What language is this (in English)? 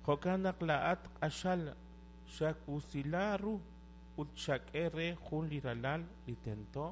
Kekchí